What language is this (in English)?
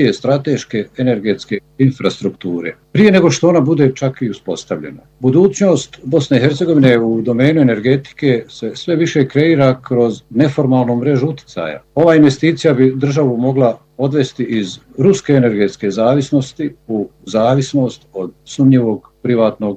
Bosnian